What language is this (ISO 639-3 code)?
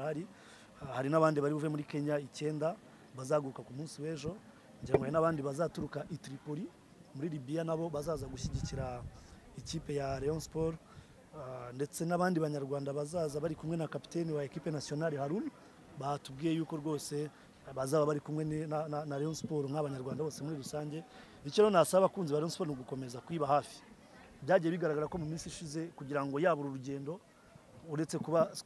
kin